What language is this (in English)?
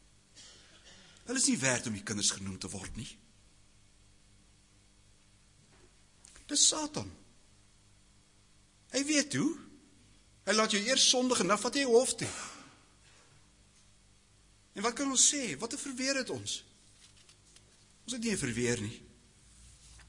Afrikaans